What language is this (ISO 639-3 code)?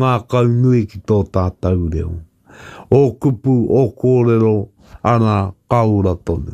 mri